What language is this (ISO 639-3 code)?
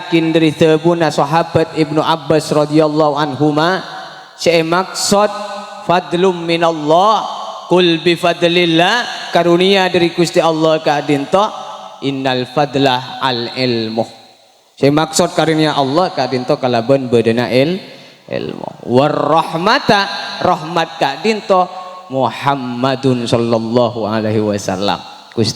mad